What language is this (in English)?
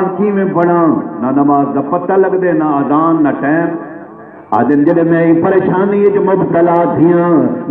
Saraiki